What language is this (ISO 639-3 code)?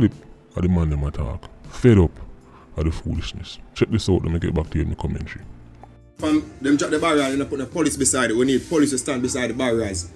jam